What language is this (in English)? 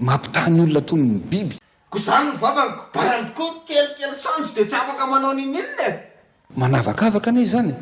Malagasy